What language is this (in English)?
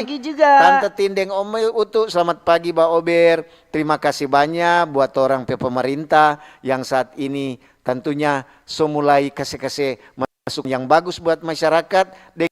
Manado Malay